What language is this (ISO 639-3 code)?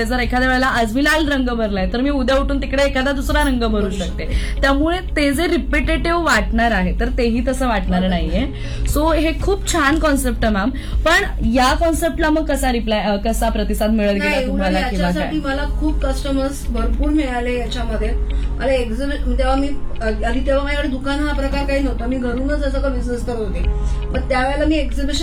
mar